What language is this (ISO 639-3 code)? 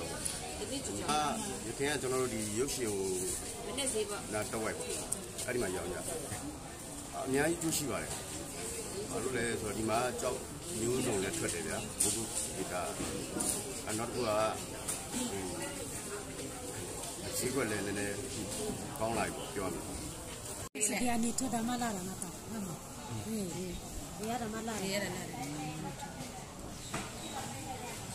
mya